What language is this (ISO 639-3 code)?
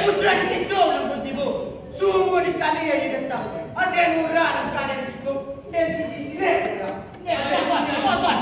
min